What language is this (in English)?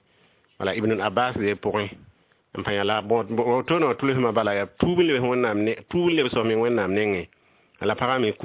Mossi